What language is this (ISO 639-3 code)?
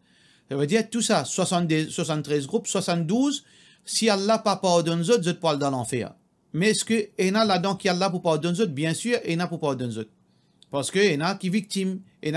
mfe